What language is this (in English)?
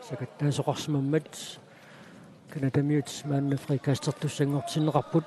Kalaallisut